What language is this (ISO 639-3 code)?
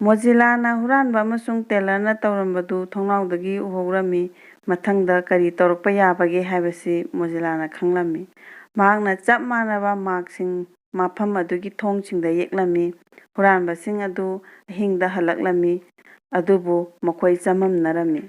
mni